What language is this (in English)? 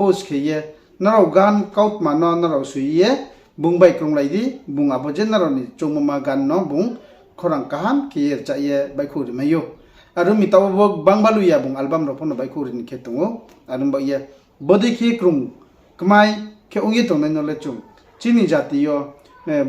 Riang (India)